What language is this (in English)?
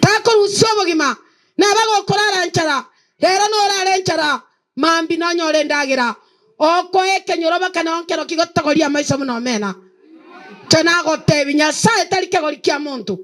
Gusii